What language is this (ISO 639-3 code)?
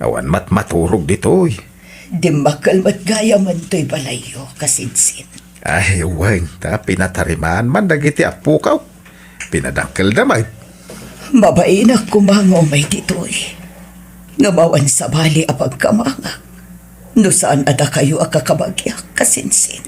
ilo